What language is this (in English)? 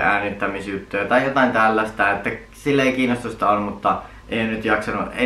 Finnish